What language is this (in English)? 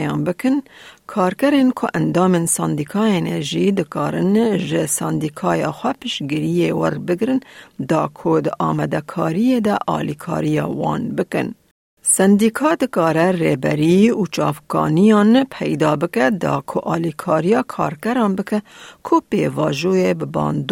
Kurdish